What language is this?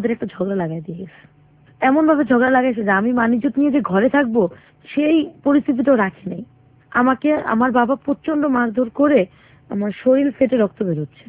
Bangla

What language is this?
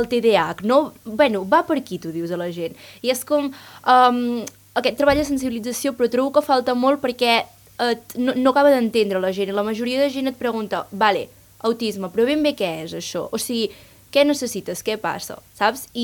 Catalan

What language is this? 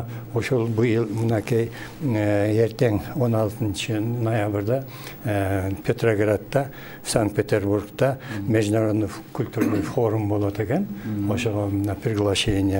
Kyrgyz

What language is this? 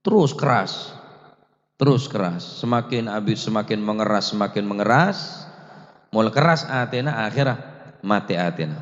Madurese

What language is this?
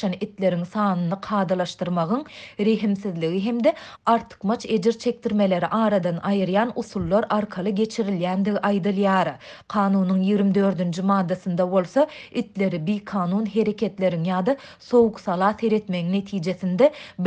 Turkmen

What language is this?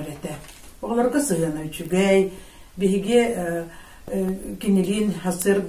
Yakut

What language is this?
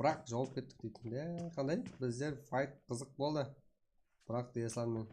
Kara-Kalpak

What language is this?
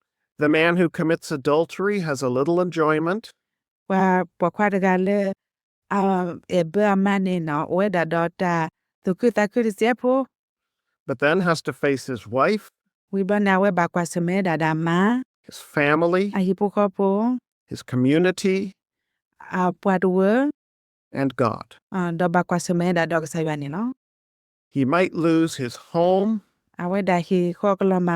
S'gaw Karen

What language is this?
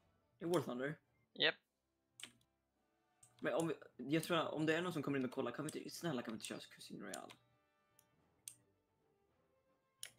Swedish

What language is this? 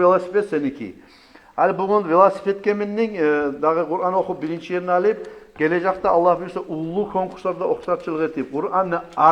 Kumyk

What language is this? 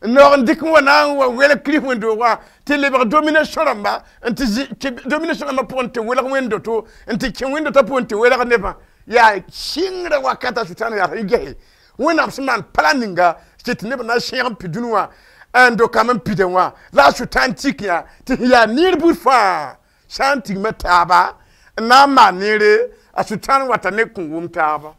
Mossi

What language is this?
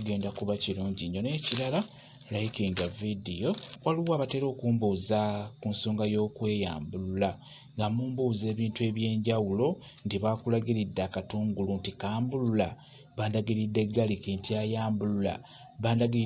Ganda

